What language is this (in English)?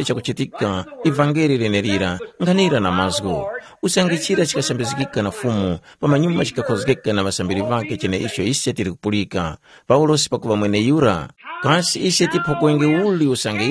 Tumbuka